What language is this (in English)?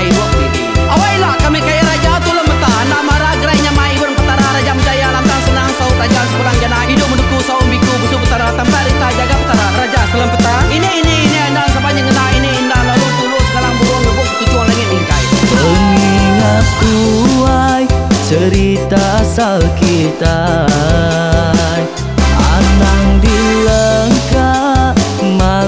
Iban